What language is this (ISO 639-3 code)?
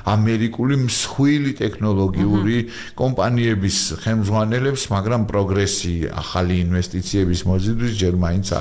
kat